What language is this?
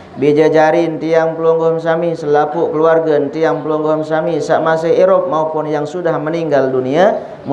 Sasak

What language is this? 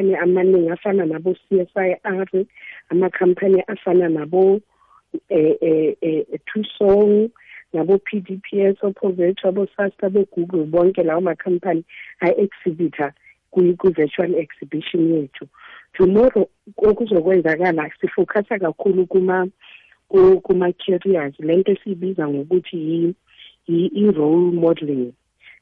South Ndebele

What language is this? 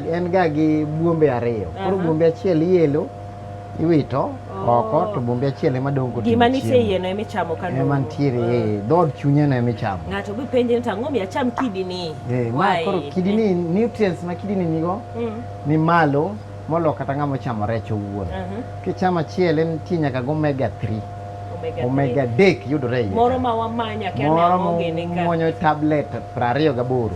Luo (Kenya and Tanzania)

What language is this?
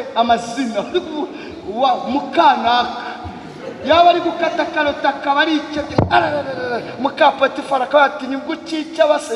Kinyarwanda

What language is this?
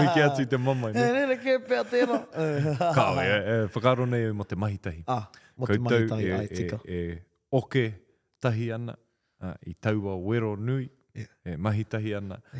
Māori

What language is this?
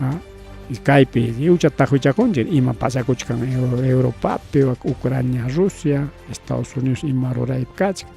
Ayacucho Quechua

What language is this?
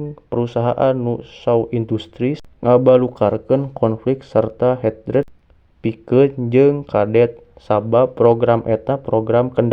Sundanese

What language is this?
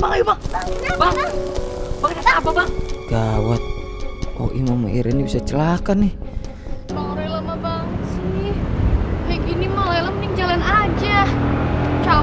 Betawi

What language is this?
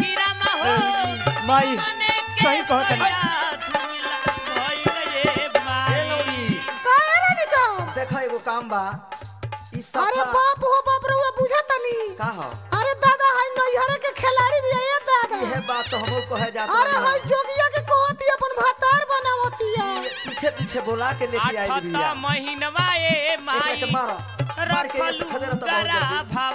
Bhojpuri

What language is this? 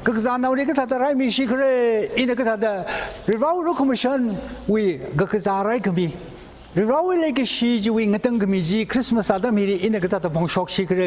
Tangkhul Naga (India)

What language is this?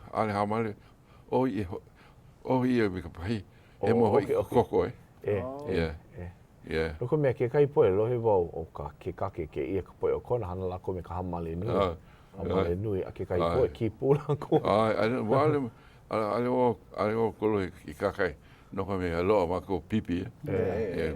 Hawaiian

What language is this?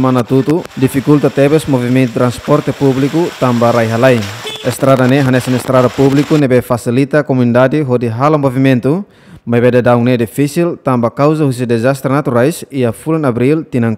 Tetum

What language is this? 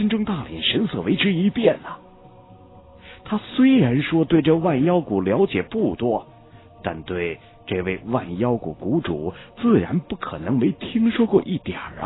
Chinese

